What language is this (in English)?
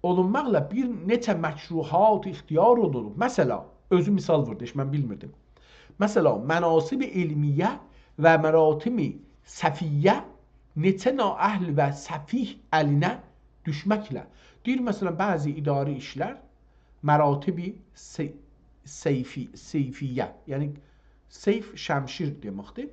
South Azerbaijani